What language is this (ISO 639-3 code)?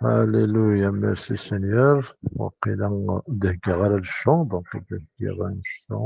kab